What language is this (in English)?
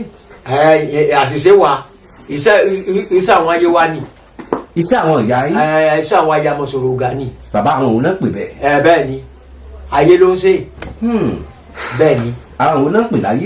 Yoruba